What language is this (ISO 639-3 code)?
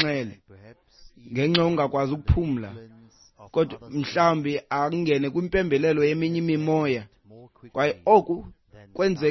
xho